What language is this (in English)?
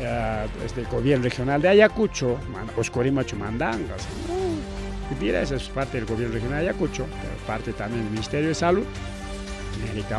Ayacucho Quechua